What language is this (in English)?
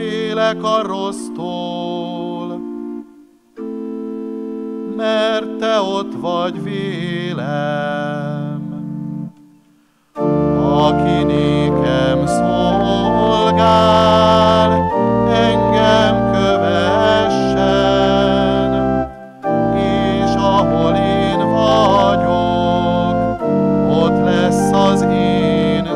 Hungarian